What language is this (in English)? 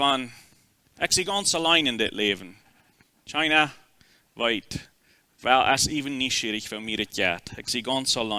Plautdietsch